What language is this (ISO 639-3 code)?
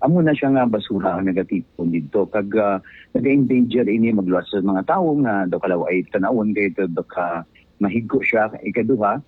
hil